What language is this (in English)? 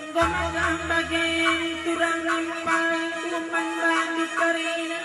Batak Karo